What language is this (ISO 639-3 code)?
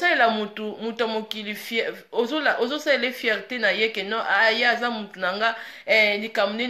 lin